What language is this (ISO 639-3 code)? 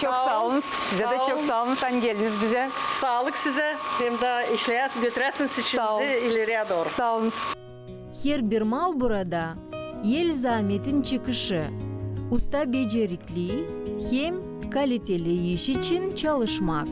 gag